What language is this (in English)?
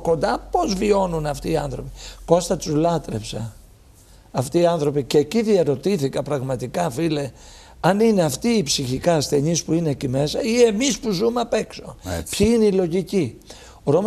Greek